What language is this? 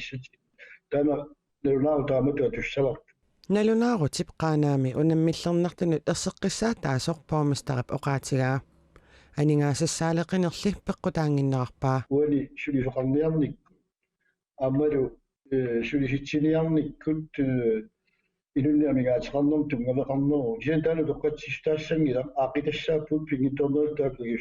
Kalaallisut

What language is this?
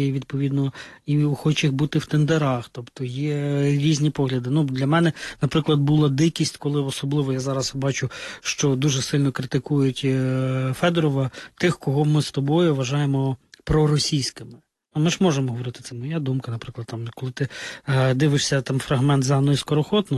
Ukrainian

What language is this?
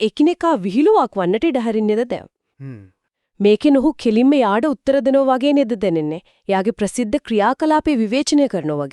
Sinhala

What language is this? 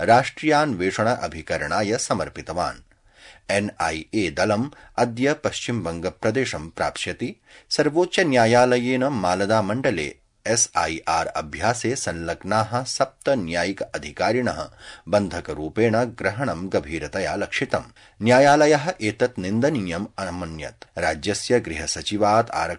Sanskrit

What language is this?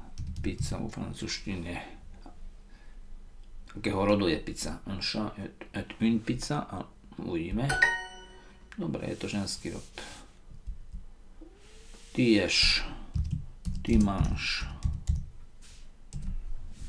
Slovak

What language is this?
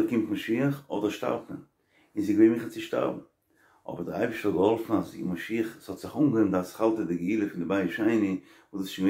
Yiddish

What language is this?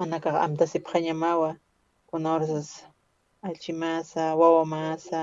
Aymara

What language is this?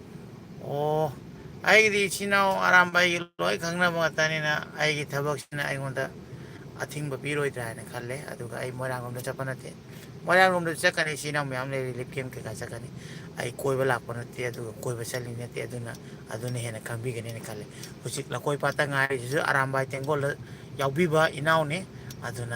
Manipuri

